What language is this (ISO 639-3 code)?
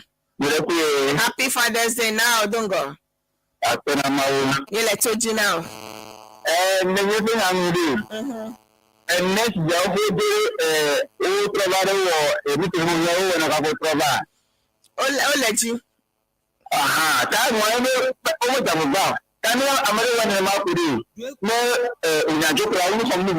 ewe